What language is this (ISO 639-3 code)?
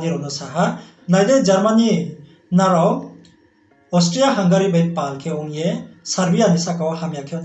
ria